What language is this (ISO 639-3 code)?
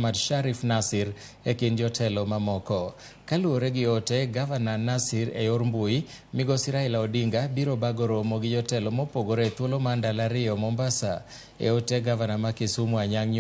luo